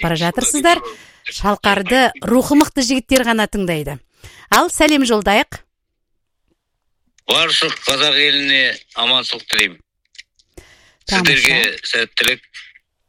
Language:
Kazakh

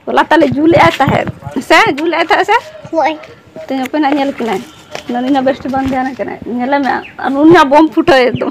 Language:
Santali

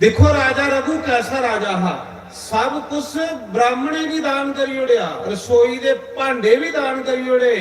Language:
Dogri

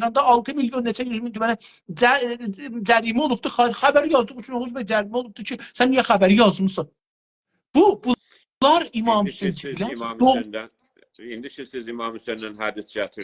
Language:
South Azerbaijani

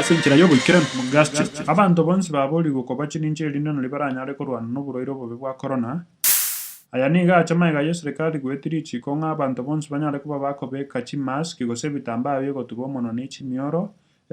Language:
Gusii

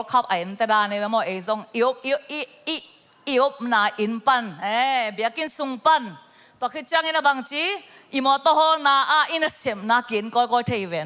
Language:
Tedim Chin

